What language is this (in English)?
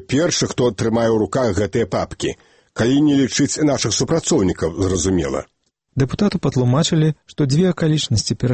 Belarusian